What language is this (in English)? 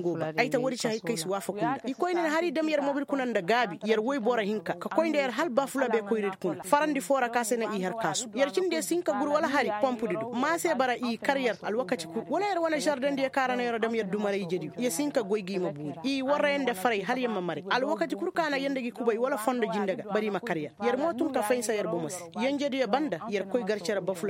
Koyraboro Senni